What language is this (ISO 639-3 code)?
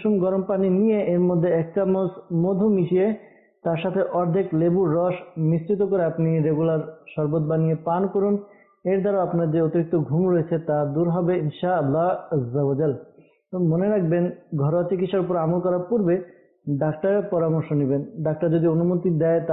ben